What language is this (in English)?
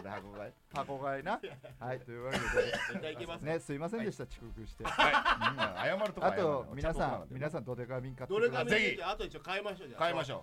Japanese